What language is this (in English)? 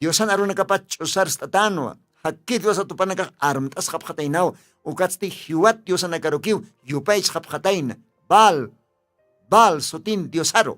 Aymara